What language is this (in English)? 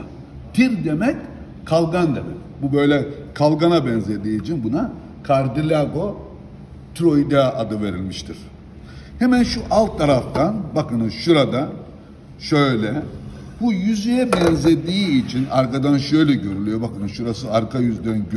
Turkish